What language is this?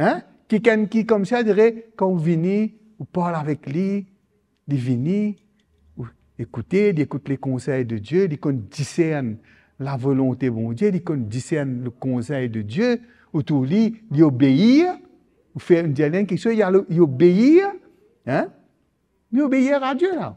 Morisyen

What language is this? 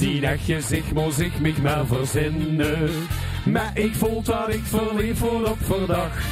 Limburgish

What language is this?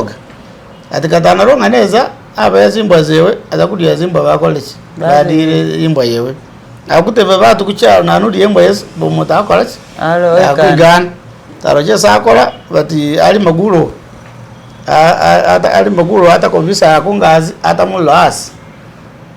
Masaaba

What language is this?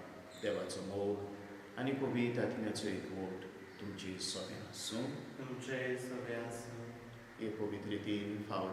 Konkani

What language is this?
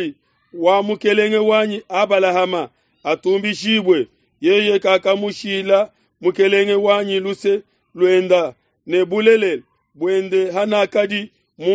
Luba-Lulua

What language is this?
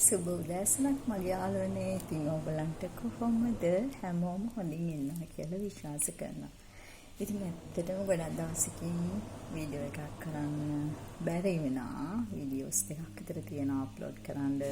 Sinhala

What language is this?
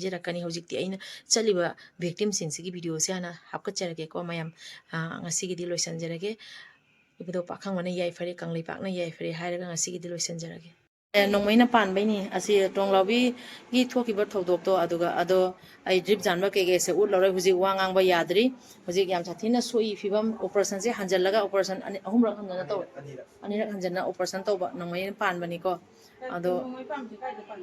Manipuri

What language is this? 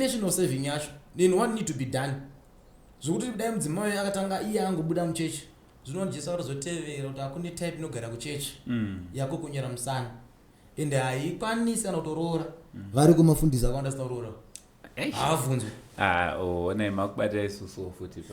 Shona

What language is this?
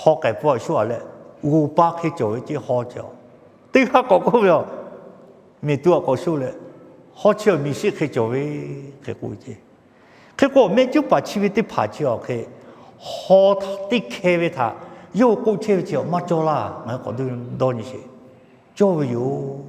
Lahu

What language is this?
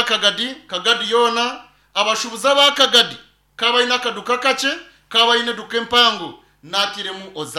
Nyankole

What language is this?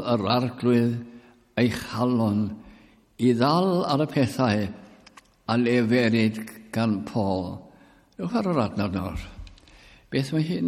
Welsh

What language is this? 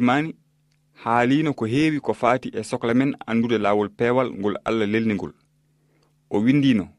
Fula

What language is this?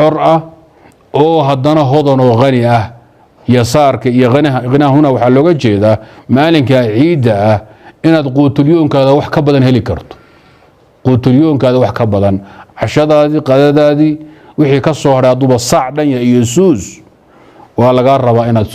Somali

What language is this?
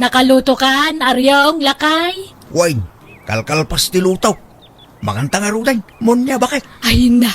Iloko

